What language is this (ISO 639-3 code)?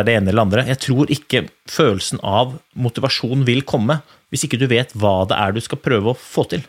nor